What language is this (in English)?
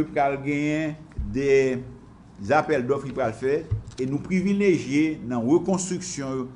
Haitian Creole